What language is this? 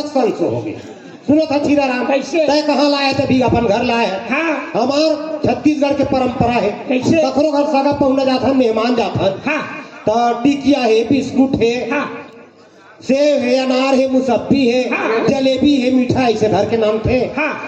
Chhattisgarhi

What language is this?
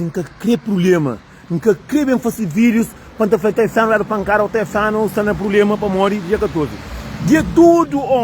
Kabuverdianu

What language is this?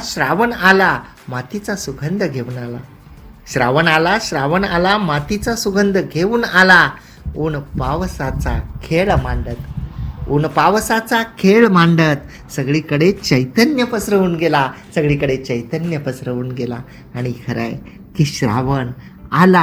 Marathi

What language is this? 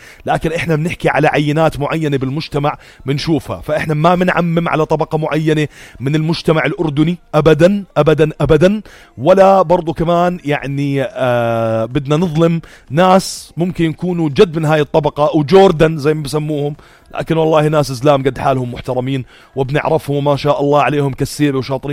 North Levantine Arabic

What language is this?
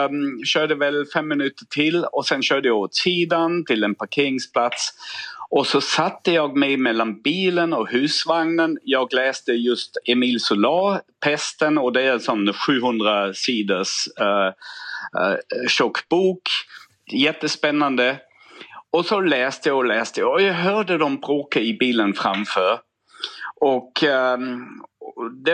Swedish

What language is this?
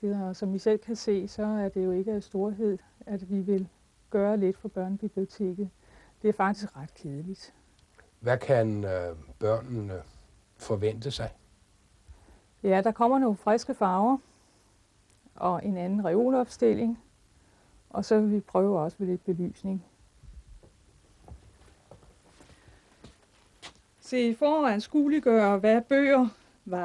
Danish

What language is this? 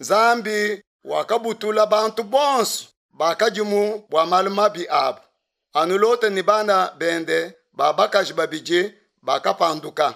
Luba-Lulua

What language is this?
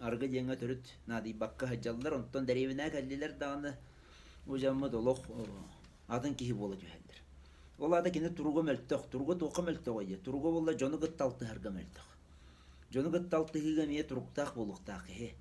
Yakut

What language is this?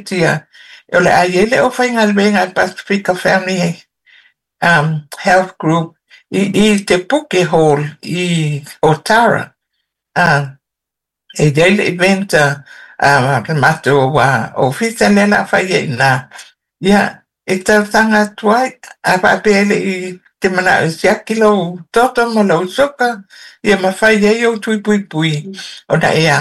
Samoan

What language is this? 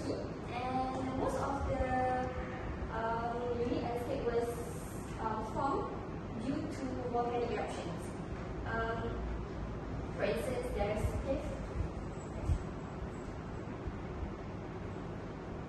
English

